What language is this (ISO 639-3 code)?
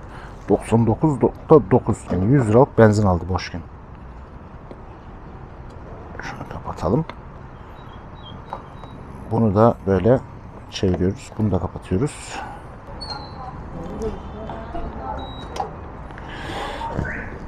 tur